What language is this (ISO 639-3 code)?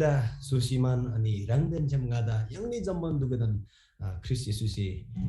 taj